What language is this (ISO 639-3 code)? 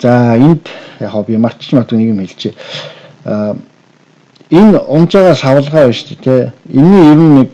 mon